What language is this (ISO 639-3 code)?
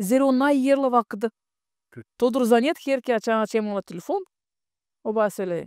gag